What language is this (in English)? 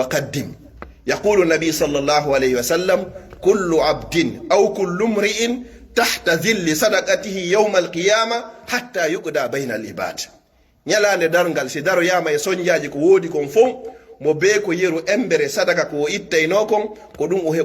Pular